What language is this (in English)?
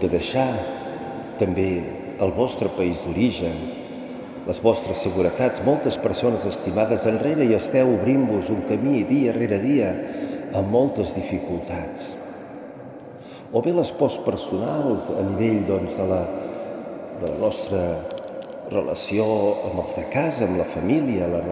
Catalan